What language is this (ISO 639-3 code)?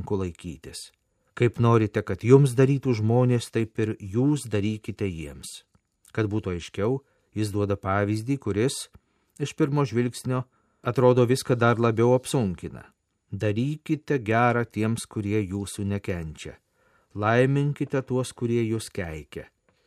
lit